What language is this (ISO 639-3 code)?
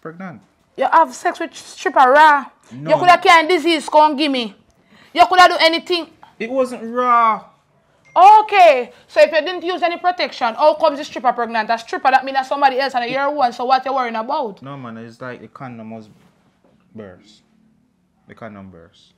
jam